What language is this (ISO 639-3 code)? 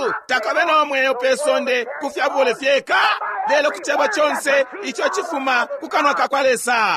bem